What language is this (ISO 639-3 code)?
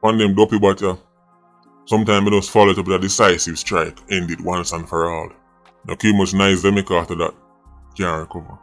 jam